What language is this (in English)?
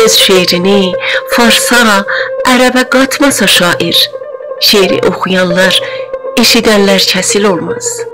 South Azerbaijani